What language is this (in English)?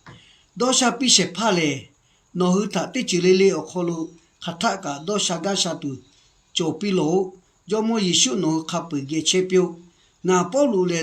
Lahu